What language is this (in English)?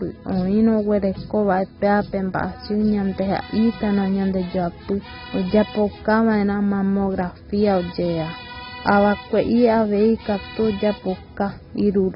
Guarani